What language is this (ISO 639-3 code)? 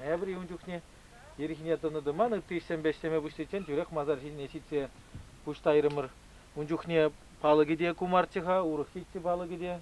chv